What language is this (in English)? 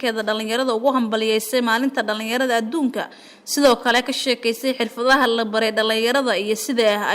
Somali